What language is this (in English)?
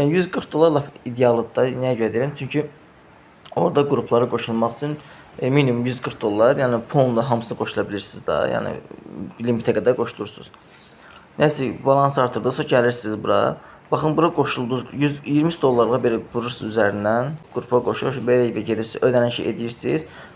Azerbaijani